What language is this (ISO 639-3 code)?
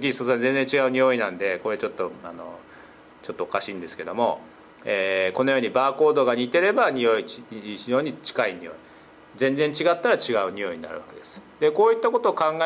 jpn